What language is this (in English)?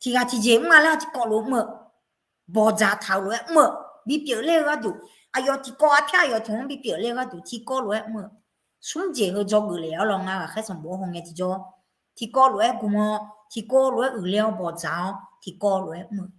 Akha